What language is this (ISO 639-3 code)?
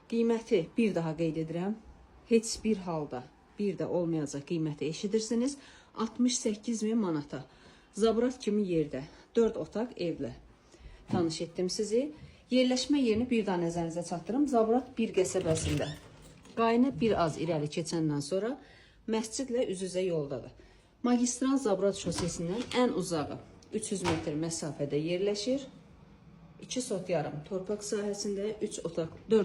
aze